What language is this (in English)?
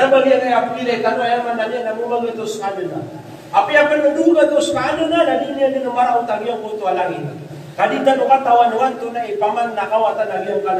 Maranao